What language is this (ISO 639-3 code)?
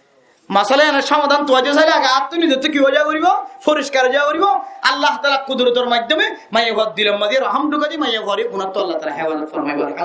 rhg